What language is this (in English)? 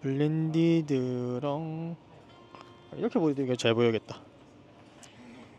Korean